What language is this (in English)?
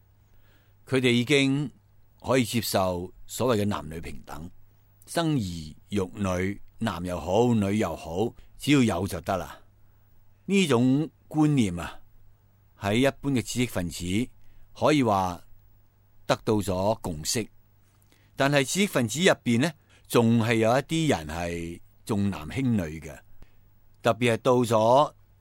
Cantonese